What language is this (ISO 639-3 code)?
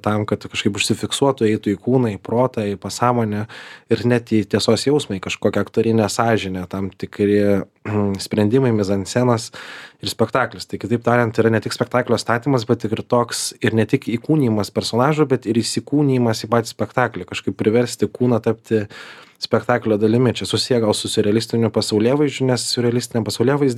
lit